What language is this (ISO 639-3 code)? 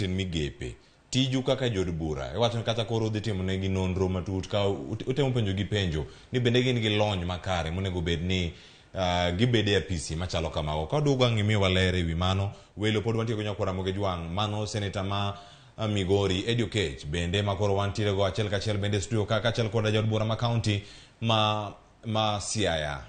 luo